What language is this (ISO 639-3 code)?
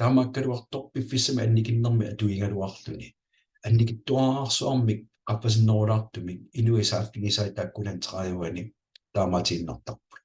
kal